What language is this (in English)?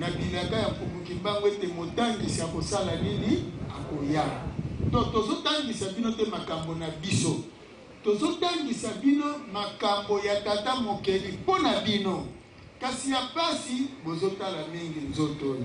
Lingala